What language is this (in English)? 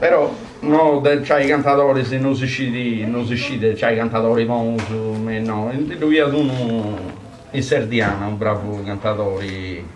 Sardinian